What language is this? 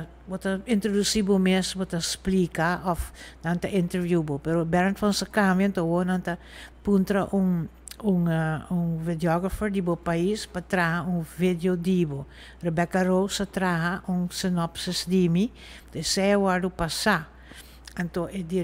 Papiamento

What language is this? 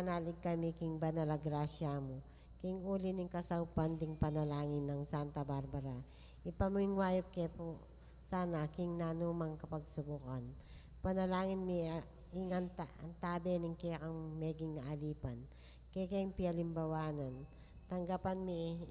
Pampanga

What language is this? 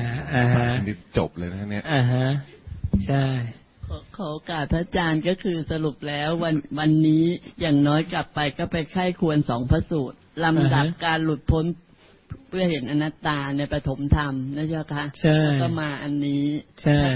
Thai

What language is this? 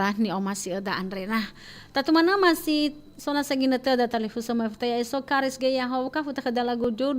Nias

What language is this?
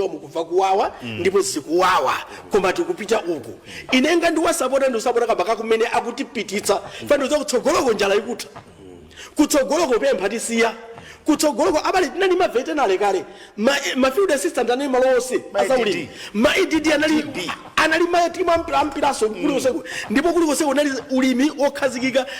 Nyanja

